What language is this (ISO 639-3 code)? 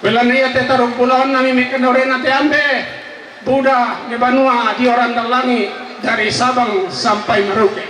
sda